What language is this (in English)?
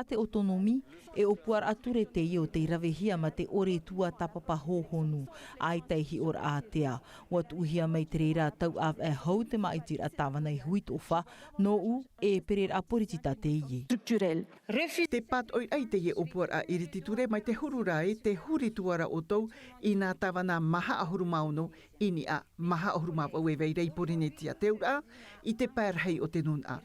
Tahitian